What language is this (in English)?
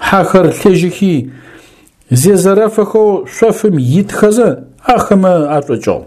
Adyghe